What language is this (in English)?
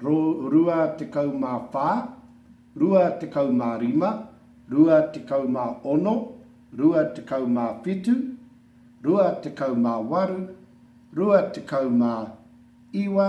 Māori